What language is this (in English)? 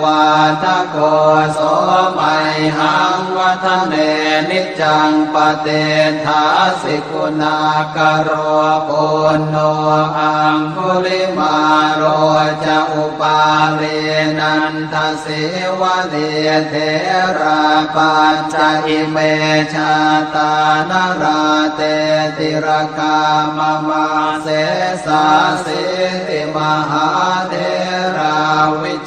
Pali